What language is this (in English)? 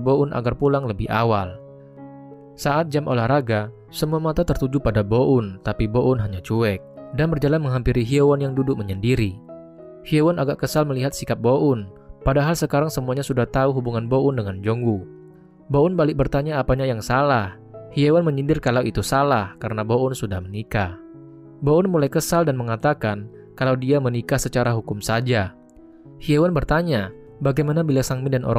Indonesian